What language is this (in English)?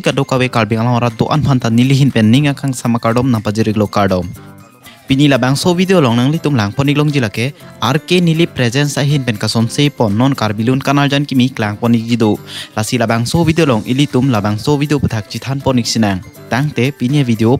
Karbi